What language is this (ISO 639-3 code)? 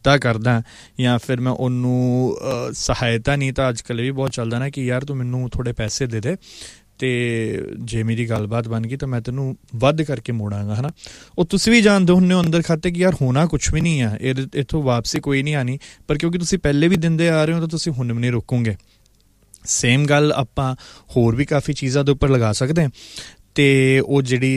pan